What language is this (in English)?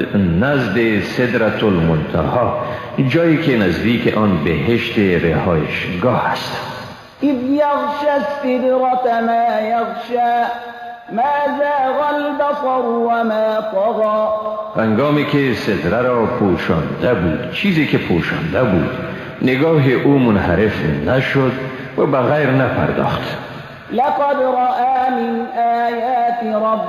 Persian